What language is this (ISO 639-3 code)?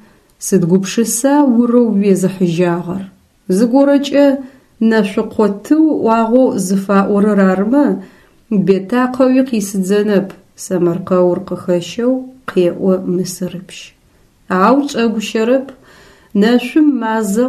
ady